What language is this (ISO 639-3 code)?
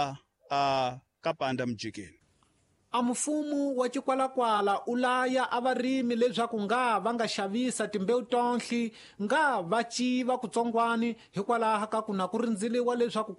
tso